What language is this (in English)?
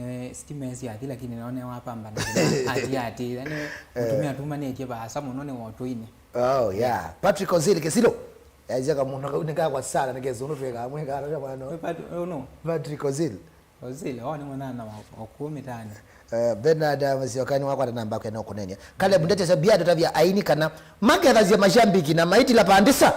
Kamba